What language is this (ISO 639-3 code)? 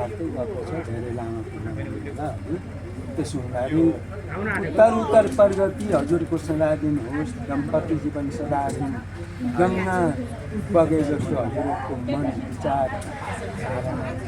nep